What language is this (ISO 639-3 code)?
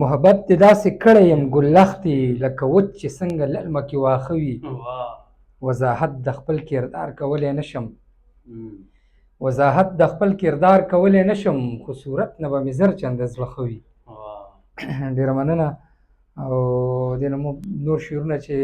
pus